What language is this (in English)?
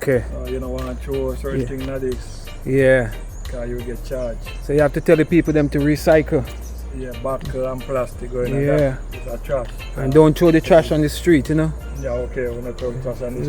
Jamaican Creole English